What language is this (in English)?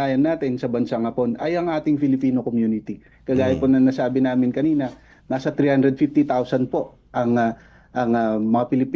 Filipino